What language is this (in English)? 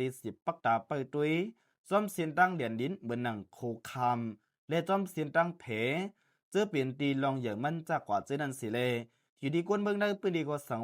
Shan